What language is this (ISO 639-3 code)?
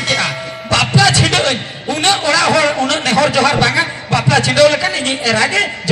sat